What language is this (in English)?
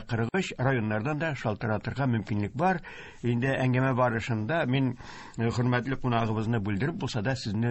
Tatar